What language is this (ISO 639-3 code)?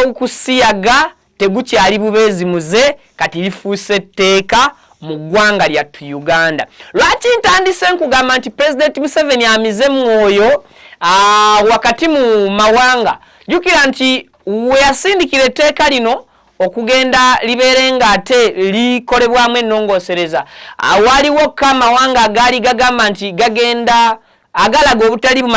lug